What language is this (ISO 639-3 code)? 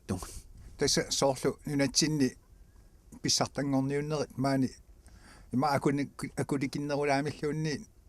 kal